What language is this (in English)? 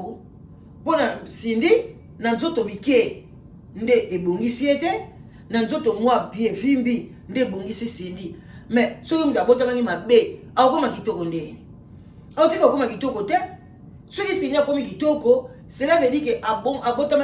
Lingala